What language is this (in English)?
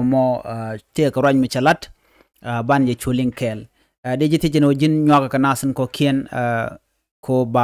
Nuer